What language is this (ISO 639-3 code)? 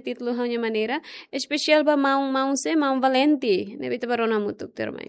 tet